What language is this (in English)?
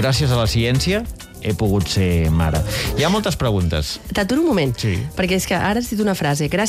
Catalan